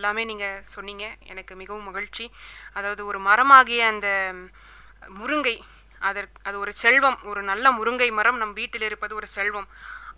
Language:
Tamil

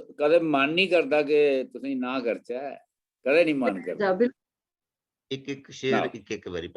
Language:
Dogri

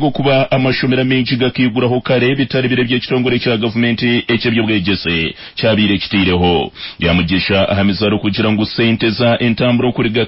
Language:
Nyankole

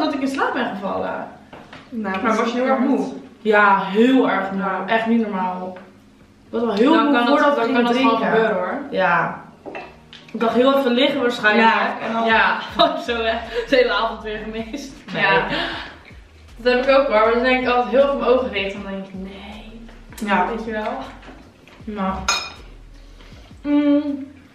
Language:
Dutch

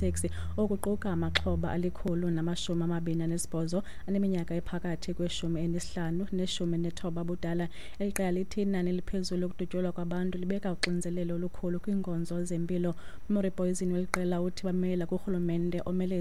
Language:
Xhosa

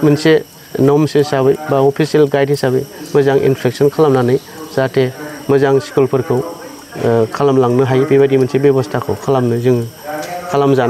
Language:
Bodo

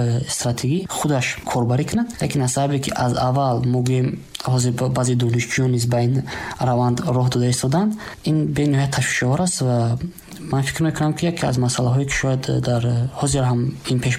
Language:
Tajik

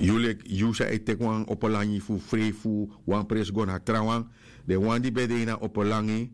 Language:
Sranan Tongo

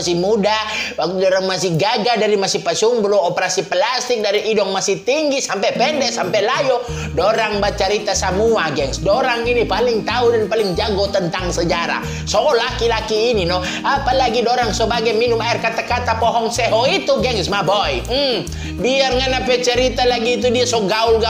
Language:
Manado Malay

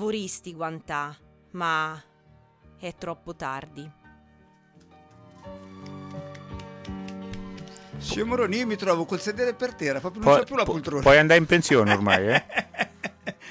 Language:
Italian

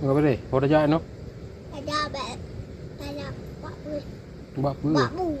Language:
Achinese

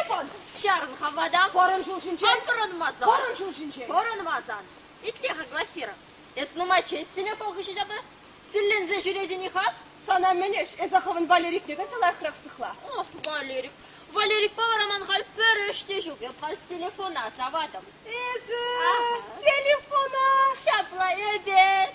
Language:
Chuvash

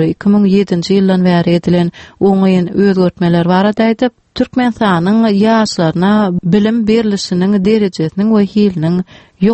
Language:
Turkmen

